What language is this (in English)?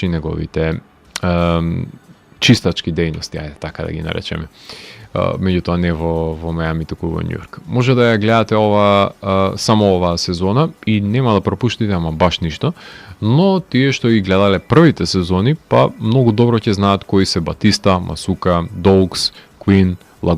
Macedonian